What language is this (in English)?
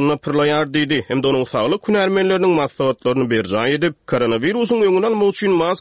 Turkmen